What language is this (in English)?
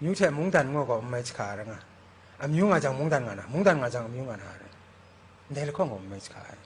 Kachin